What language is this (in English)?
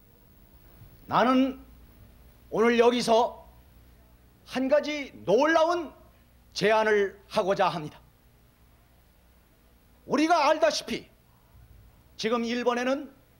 Korean